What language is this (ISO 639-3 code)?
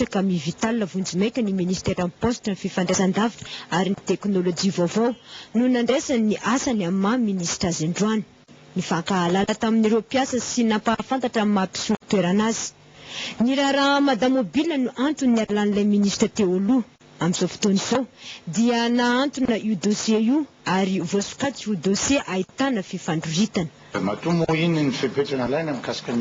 mlg